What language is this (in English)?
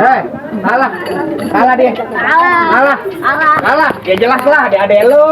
Betawi